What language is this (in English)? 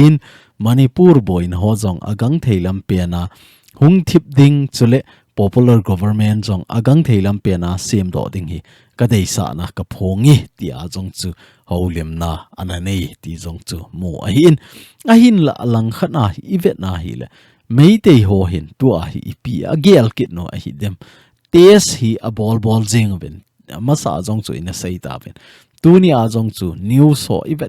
Thado Chin